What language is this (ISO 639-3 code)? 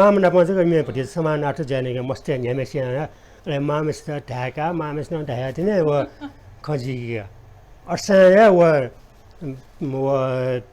new